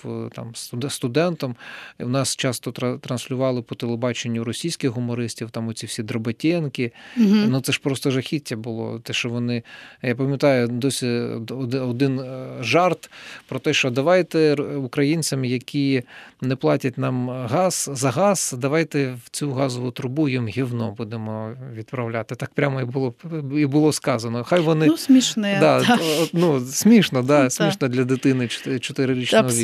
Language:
Ukrainian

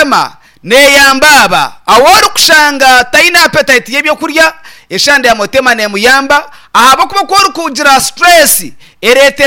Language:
Nyankole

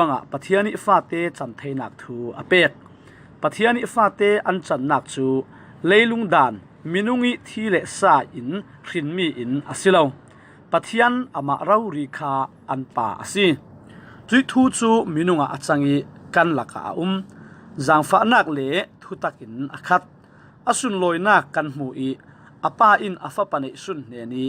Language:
Falam Chin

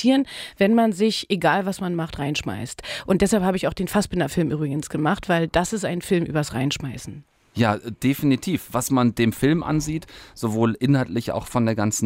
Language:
German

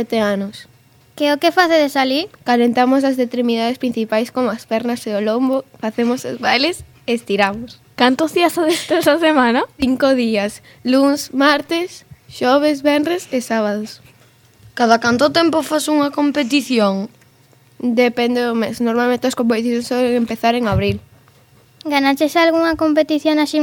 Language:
Galician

